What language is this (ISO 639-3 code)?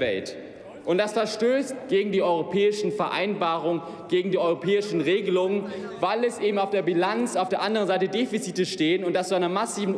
deu